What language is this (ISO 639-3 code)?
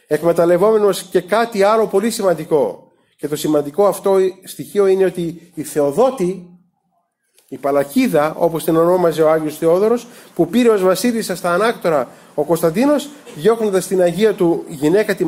ell